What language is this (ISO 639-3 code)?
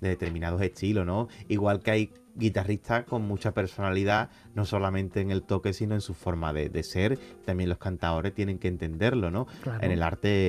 spa